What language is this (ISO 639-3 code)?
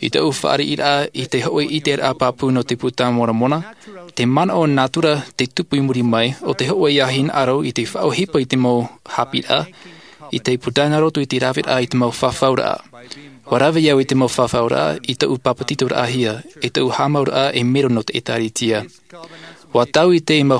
tah